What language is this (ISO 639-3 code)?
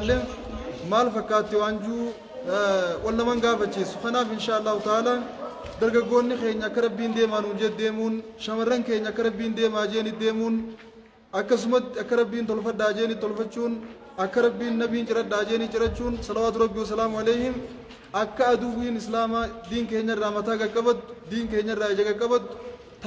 orm